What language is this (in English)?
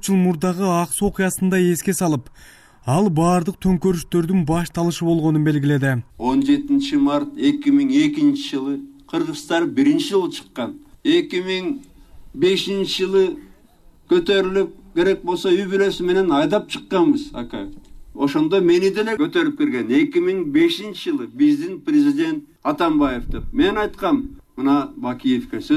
Kyrgyz